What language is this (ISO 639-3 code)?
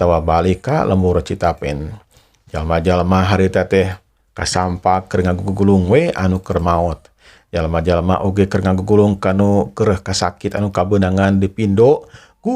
sun